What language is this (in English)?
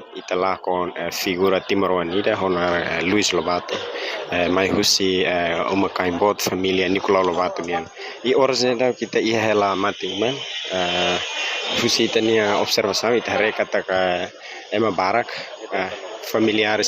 Tetum